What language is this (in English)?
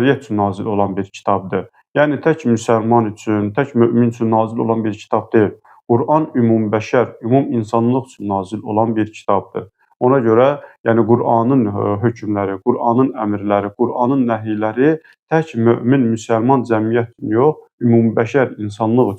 Azerbaijani